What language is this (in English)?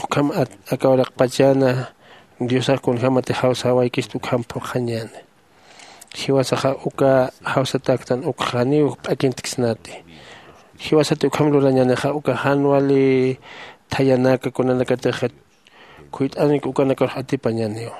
Aymara